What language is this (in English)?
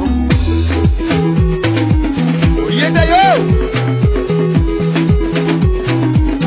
Luo (Kenya and Tanzania)